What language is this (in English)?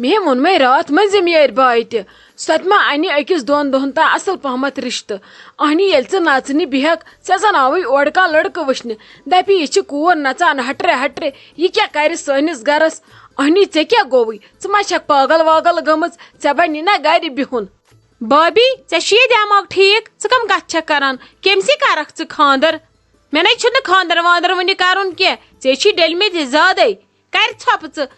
Kashmiri